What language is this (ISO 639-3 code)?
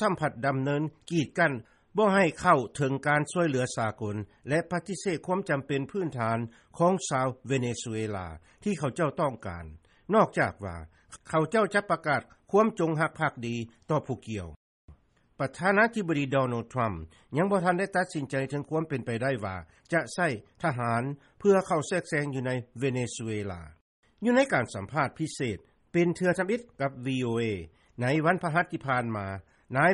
lao